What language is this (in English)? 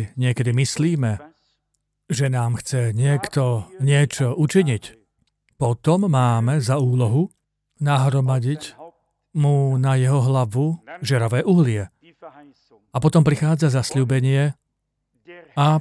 Slovak